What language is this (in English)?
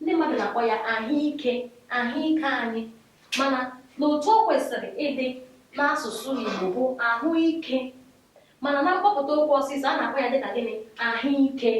Igbo